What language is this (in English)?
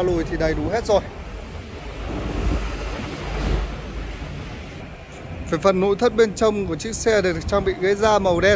Vietnamese